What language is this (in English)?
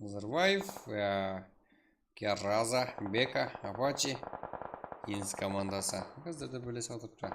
Kara-Kalpak